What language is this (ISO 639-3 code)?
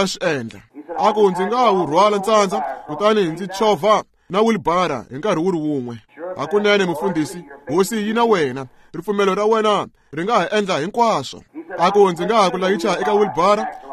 tso